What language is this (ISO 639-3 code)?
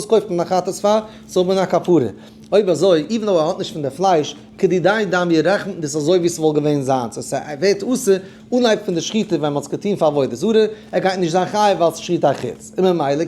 yid